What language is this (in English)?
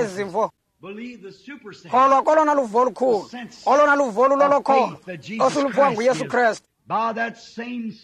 Xhosa